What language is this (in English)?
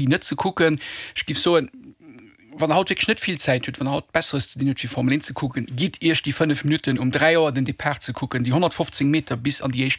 Luxembourgish